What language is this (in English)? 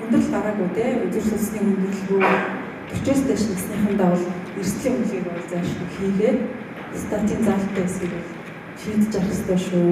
Mongolian